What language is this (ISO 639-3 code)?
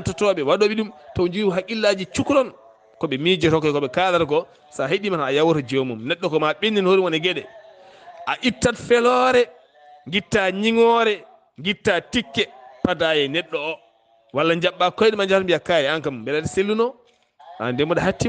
ful